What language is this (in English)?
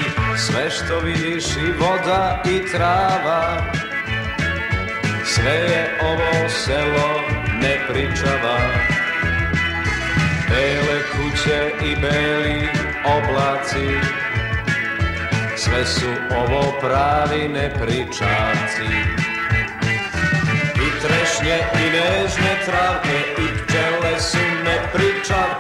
Serbian